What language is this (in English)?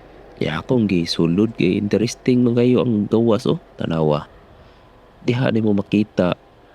Cebuano